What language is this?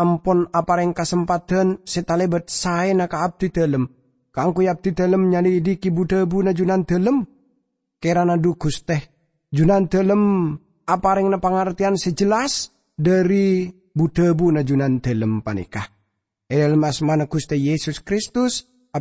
Madurese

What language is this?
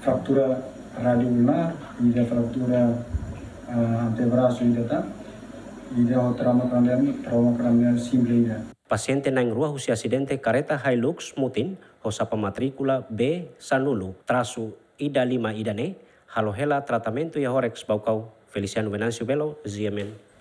Tetum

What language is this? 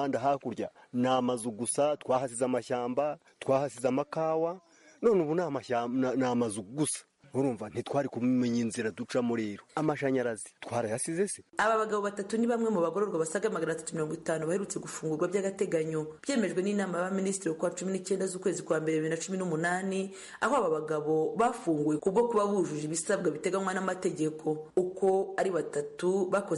Kinyarwanda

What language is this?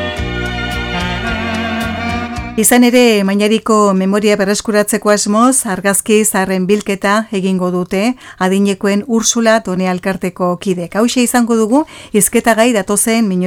Basque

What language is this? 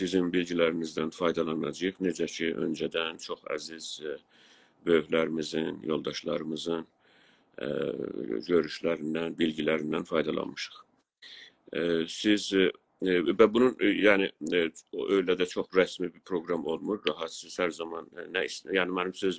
South Azerbaijani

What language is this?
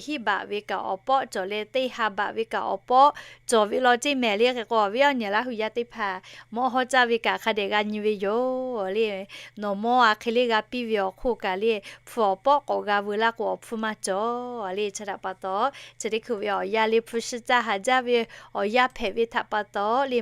Lahu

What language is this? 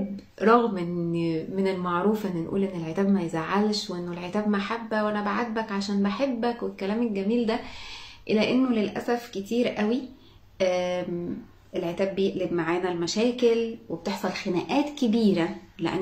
Egyptian Arabic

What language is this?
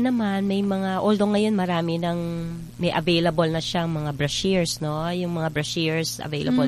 Filipino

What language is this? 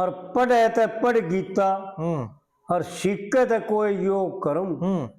Haryanvi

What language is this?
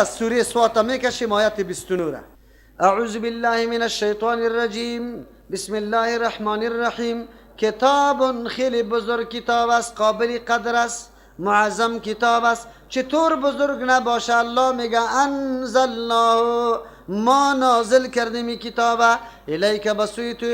Persian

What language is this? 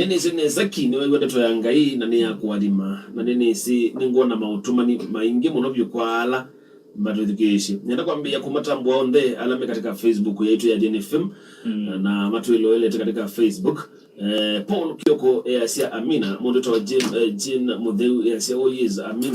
Kamba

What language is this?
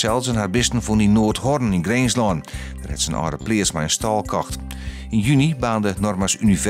Western Frisian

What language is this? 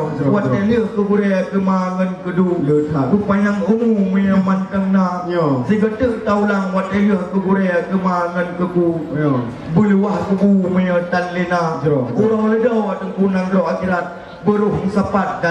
Achinese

